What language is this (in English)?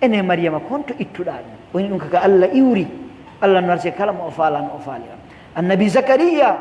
Pular